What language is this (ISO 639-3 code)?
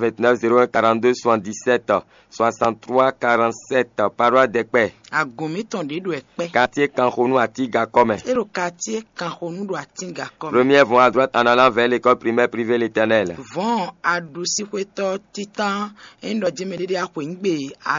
fon